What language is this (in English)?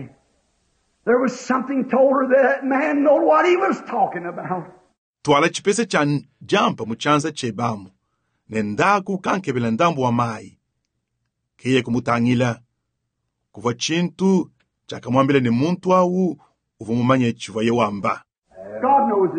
Luba-Lulua